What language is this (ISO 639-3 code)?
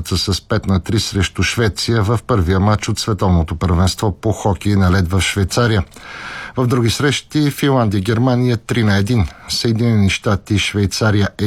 bul